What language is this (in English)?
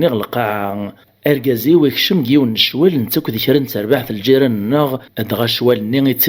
Kabyle